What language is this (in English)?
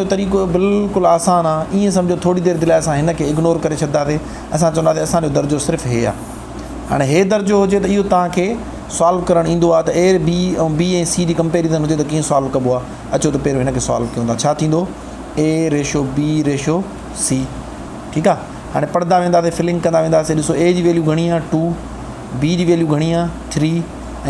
Sindhi